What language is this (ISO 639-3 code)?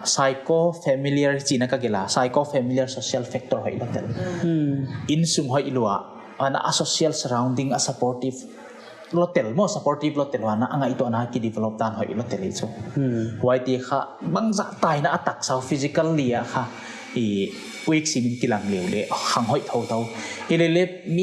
pck